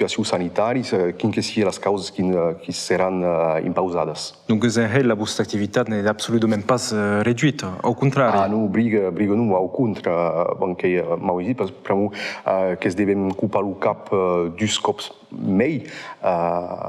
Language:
Occitan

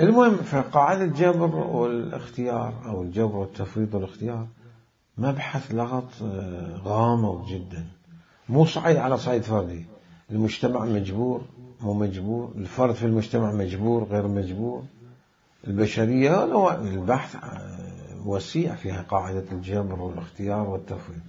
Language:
Mesopotamian Arabic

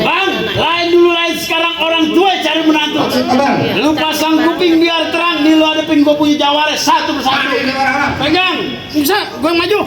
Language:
Betawi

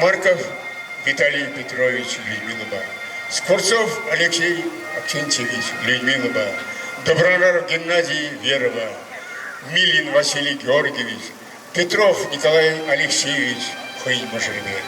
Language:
Chuvash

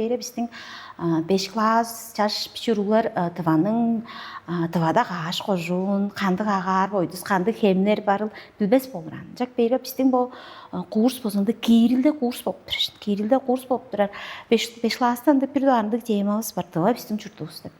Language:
Tuvinian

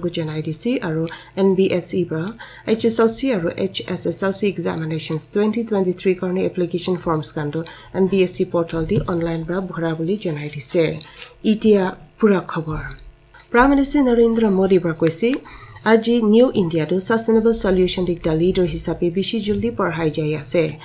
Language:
Naga Pidgin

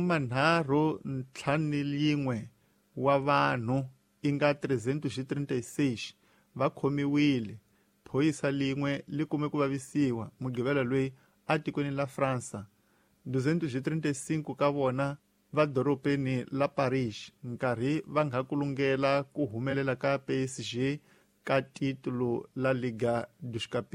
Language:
Tsonga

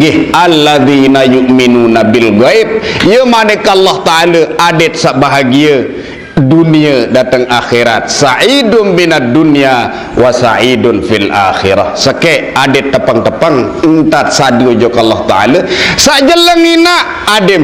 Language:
Sasak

